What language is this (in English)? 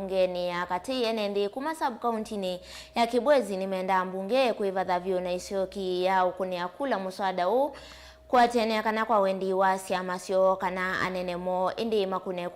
Kamba